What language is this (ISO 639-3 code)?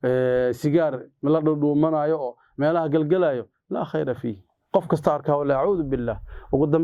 som